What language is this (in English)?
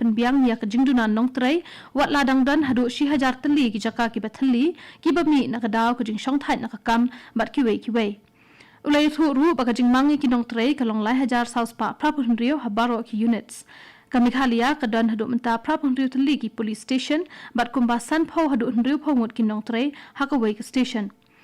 Khasi